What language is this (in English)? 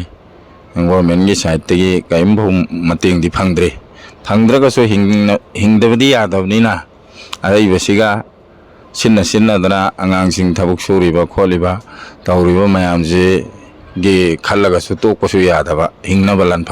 Manipuri